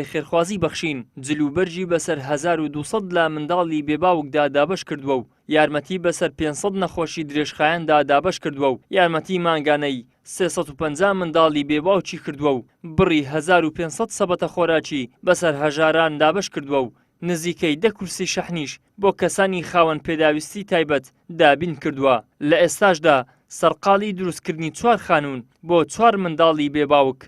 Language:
Central Kurdish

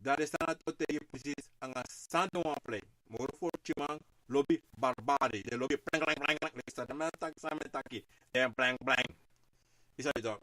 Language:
Sranan Tongo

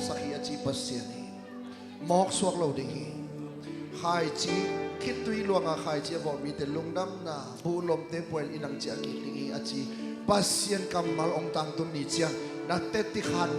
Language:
Tedim Chin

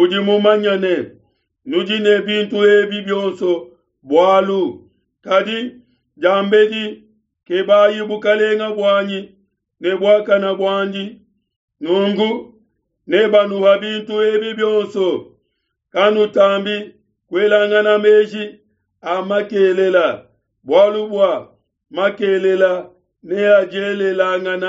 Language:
Luba-Lulua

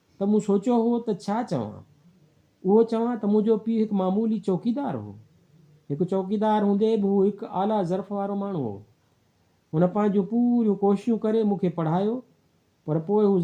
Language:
Sindhi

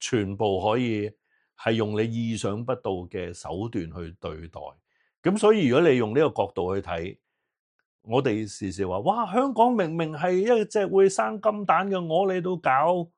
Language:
Cantonese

